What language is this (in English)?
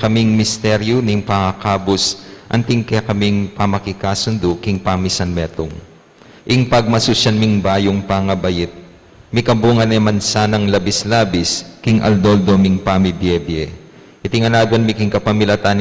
Pampanga